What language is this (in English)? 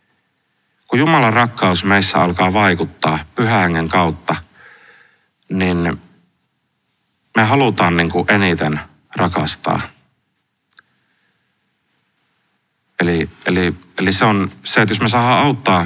Finnish